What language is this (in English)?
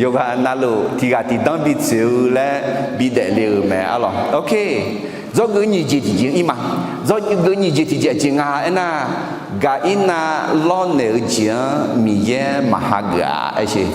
Akha